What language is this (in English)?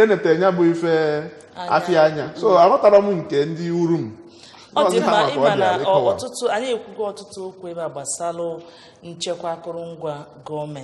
Igbo